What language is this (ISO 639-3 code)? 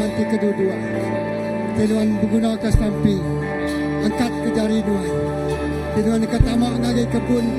iba